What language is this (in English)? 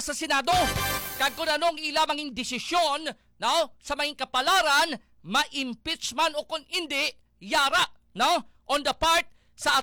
Hiligaynon